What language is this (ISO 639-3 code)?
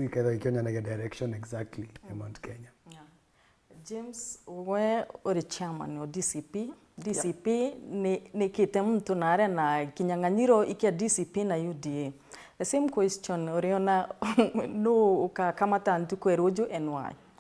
mer